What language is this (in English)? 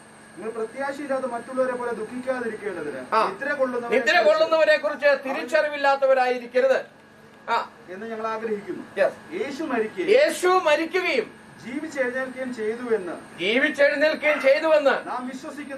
Malayalam